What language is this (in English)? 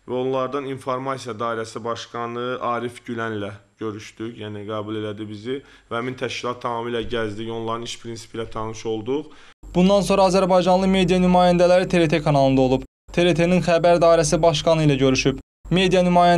Azerbaijani